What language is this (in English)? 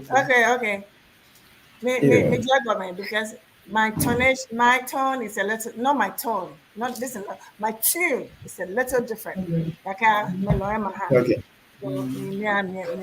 Ewe